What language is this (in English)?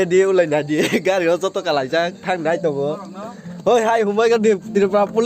Kok Borok